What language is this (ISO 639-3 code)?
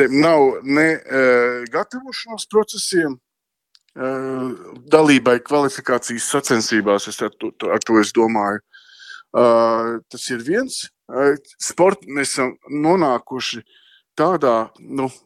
lav